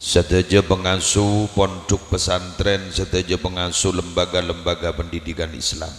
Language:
Madurese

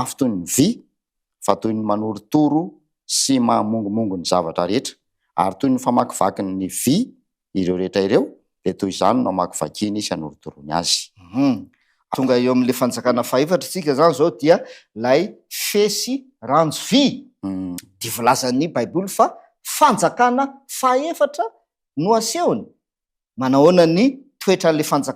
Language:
Malagasy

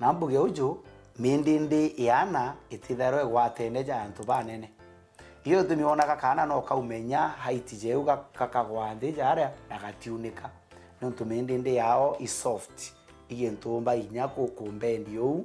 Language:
Meru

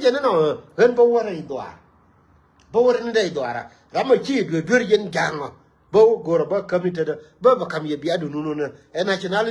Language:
Nuer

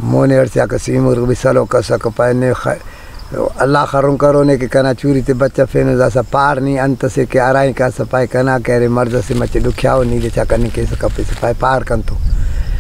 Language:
Brahui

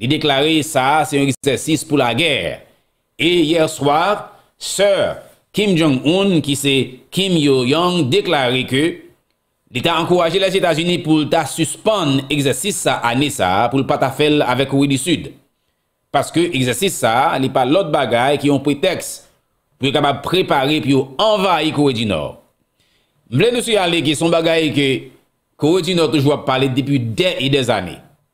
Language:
Haitian Creole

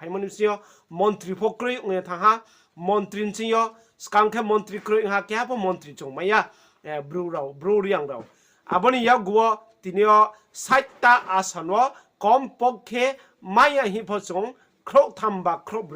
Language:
Riang (India)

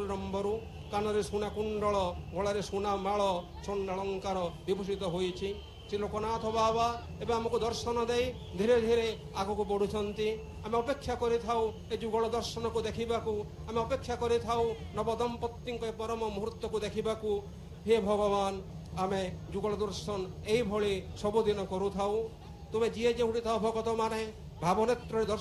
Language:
Odia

